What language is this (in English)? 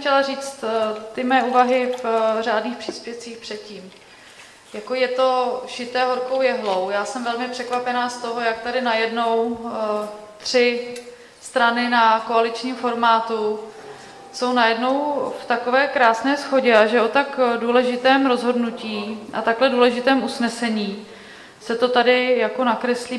Czech